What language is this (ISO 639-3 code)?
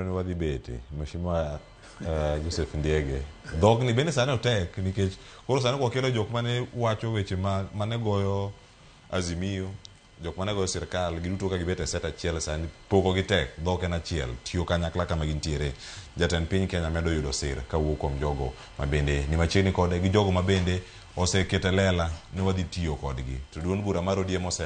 luo